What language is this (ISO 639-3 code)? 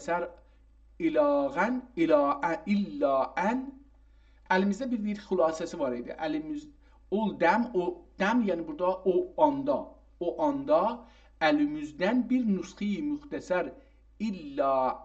azb